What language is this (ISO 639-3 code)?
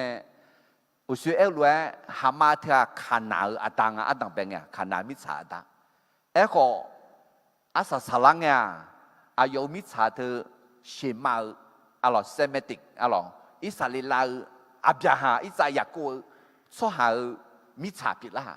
ahk